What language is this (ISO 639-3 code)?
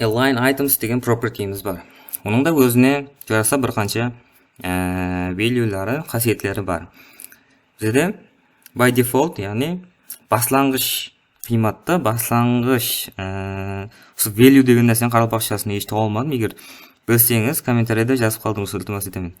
kaa